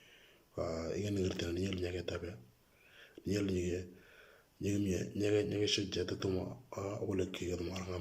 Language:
Moro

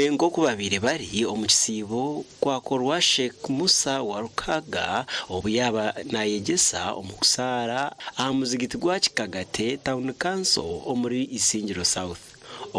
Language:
Nyankole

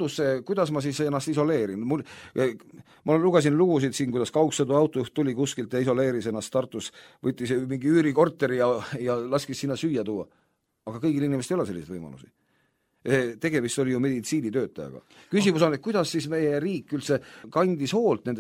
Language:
Estonian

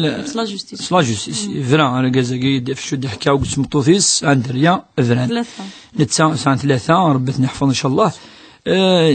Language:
Kabyle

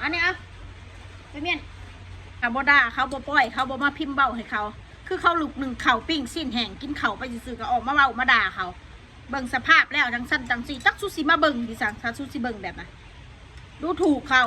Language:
Northeastern Thai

